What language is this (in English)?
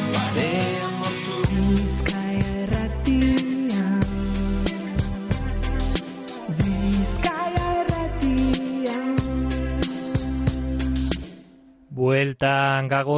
Basque